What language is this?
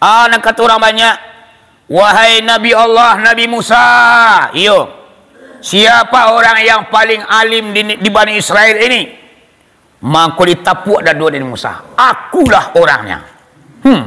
Minangkabau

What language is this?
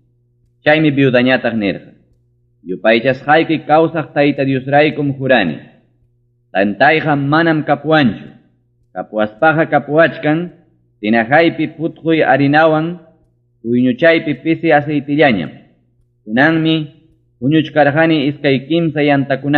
Ayacucho Quechua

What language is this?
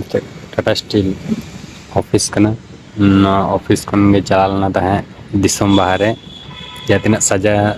Santali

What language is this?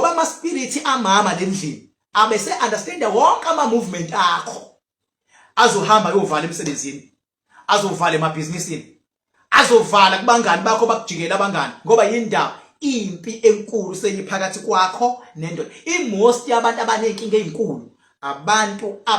Zulu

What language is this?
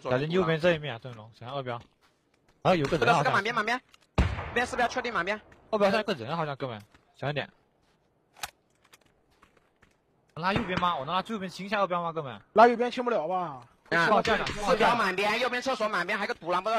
Chinese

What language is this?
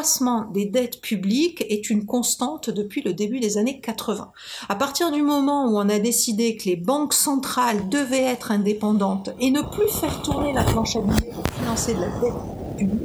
French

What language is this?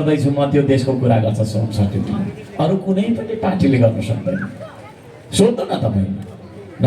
Nepali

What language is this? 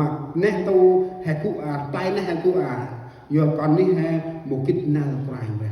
Central Mnong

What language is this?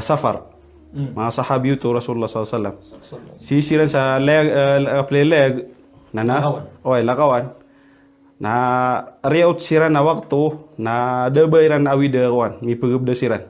Maranao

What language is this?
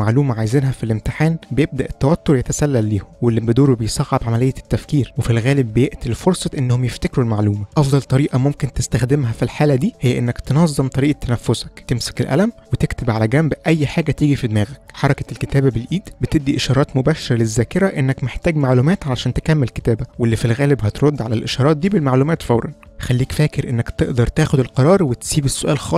Egyptian Arabic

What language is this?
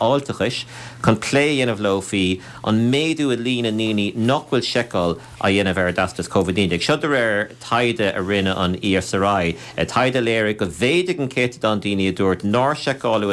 Irish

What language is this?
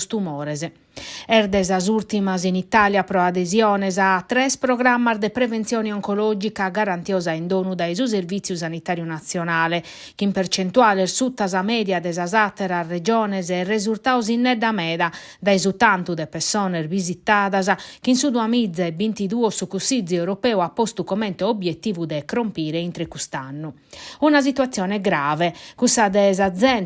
Sardinian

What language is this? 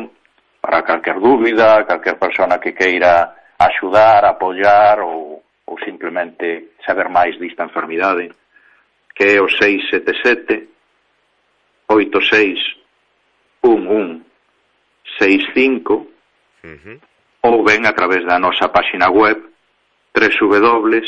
Galician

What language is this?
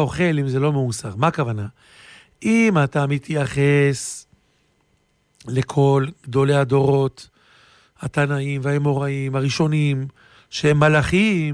Hebrew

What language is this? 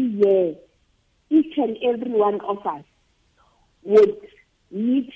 Southern Sotho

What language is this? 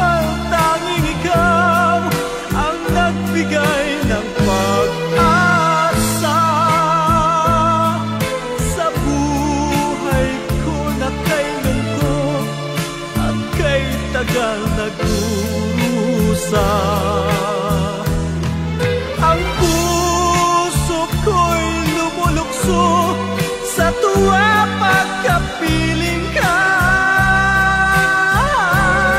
Filipino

